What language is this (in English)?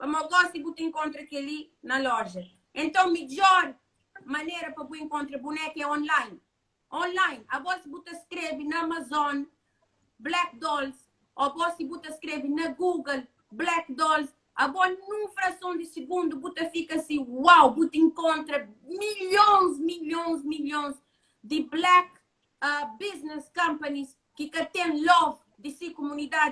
Kabuverdianu